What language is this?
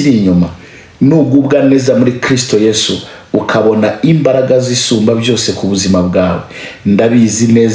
Kinyarwanda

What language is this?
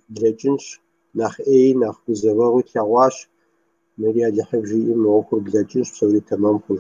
Kabardian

